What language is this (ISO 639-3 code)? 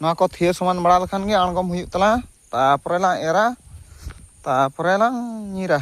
sat